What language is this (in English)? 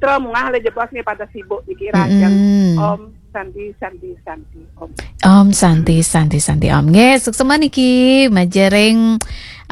Balinese